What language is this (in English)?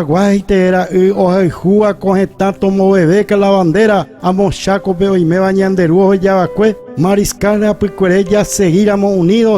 Guarani